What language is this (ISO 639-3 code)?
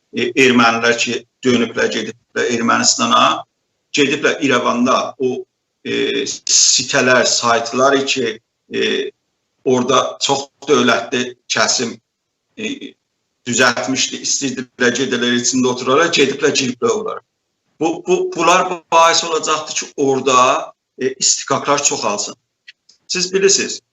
azb